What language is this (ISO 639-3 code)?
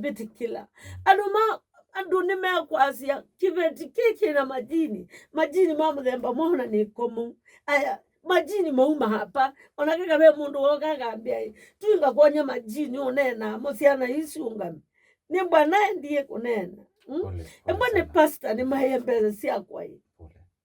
kam